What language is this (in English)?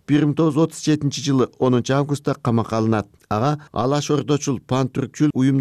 Kyrgyz